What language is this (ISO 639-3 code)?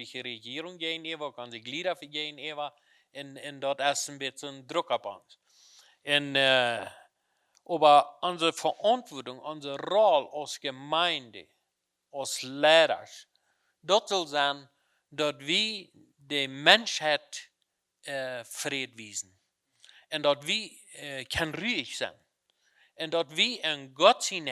pdt